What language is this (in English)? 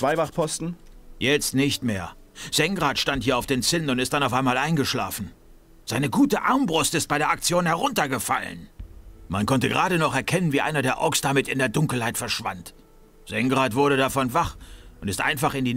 Bavarian